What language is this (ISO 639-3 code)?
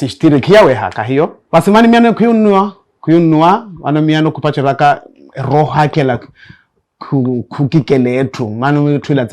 vmw